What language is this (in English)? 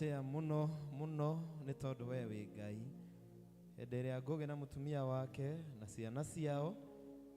Kikuyu